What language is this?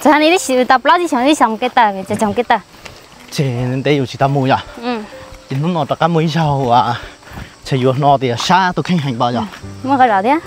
Hmong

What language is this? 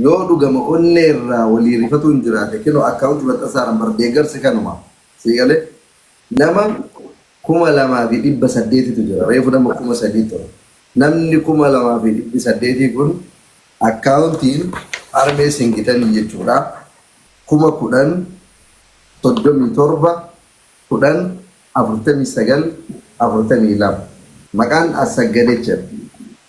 Oromo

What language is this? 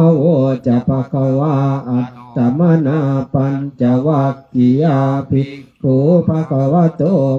Pali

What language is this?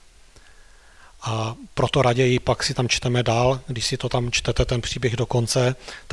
Czech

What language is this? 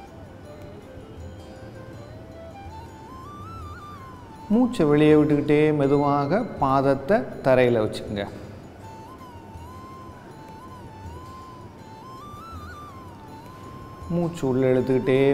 Tamil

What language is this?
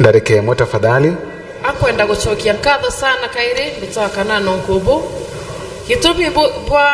Meru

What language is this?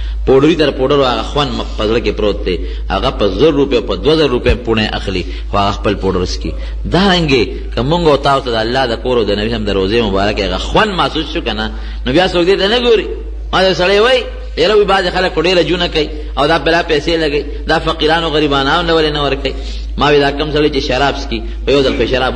Pashto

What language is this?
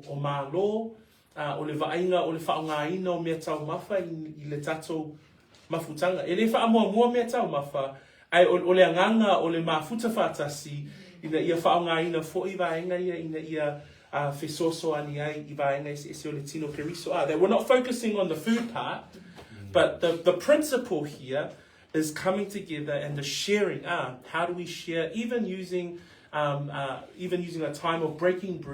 Samoan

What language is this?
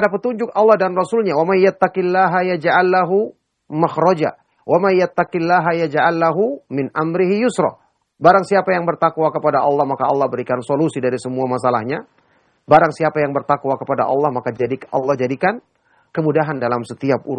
Indonesian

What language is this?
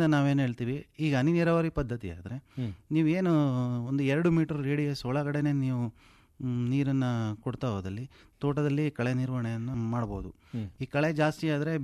Kannada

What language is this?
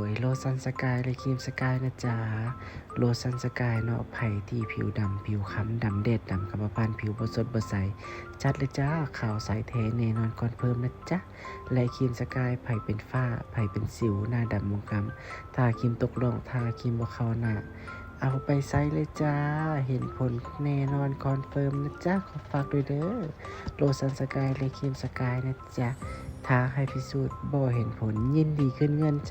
Lao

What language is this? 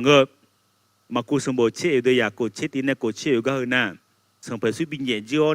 Akha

